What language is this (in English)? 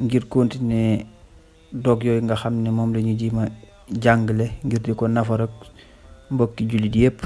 Wolof